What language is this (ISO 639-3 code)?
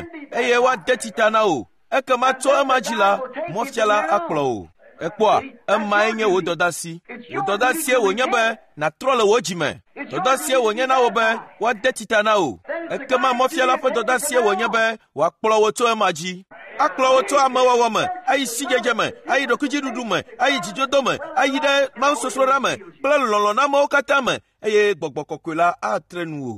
ewe